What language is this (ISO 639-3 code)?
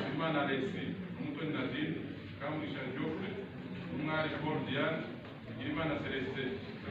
kin